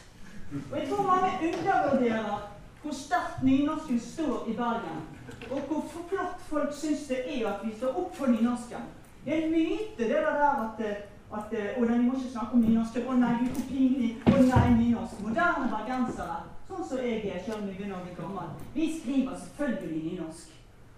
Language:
Norwegian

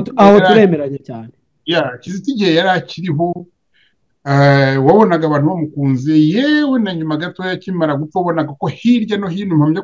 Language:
Kinyarwanda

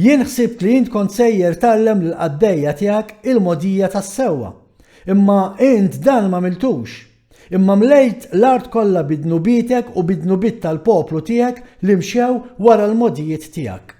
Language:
Maltese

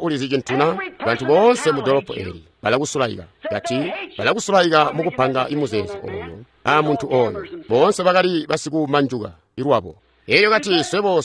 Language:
Tonga (Zambia)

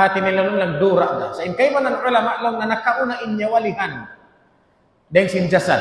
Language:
Tausug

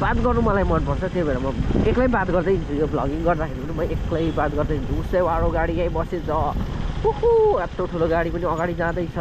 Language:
Nepali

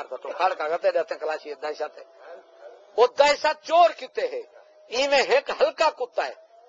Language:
Saraiki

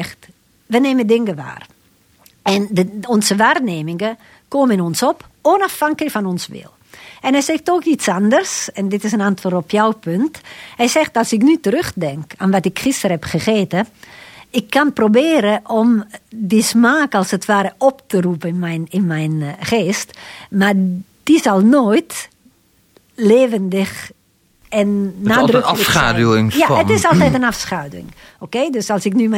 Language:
Dutch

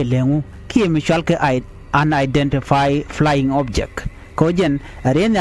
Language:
Nuer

